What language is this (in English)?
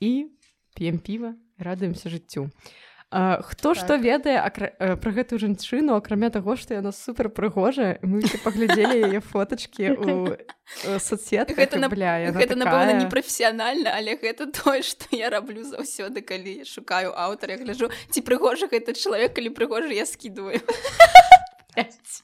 Belarusian